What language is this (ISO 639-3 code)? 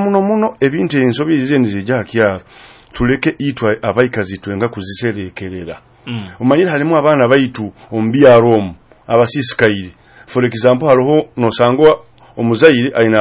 nyo